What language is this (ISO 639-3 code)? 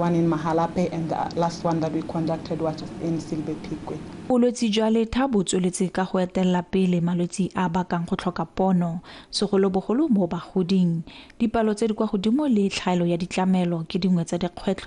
tsn